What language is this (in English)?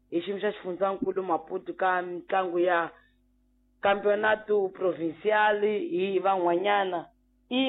Tsonga